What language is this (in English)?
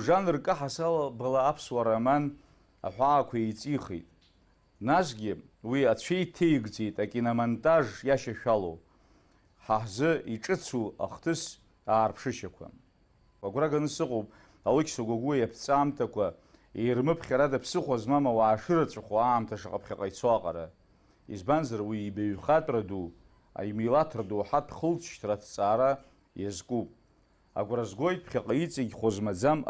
Abkhazian